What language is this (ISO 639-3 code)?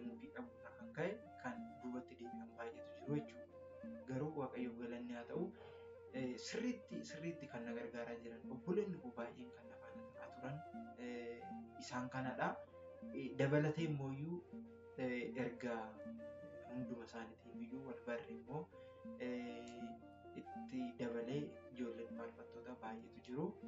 orm